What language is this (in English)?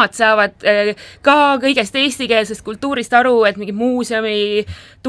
Estonian